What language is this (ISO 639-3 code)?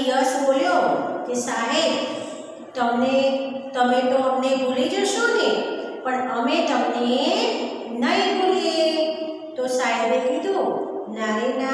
guj